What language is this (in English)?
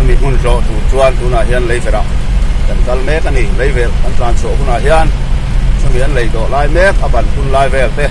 Mizo